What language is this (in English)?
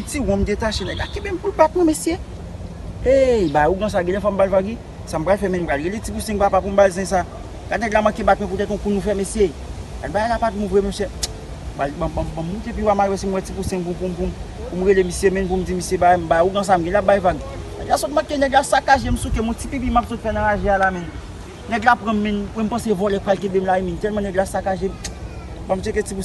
Haitian Creole